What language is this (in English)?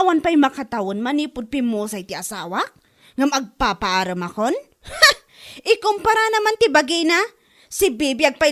Iloko